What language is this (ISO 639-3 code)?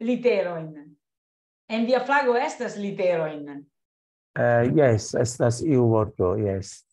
epo